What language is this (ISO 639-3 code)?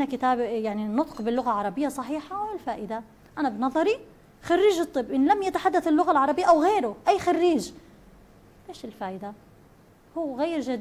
ara